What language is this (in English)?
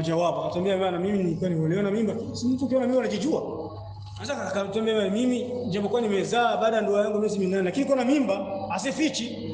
Swahili